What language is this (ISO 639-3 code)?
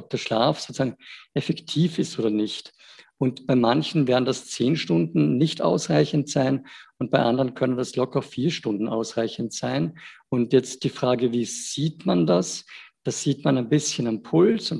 deu